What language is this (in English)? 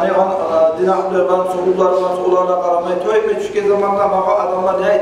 Kumyk